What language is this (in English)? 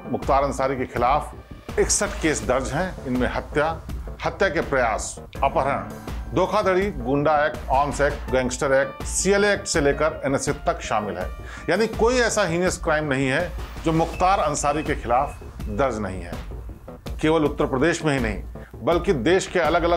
Hindi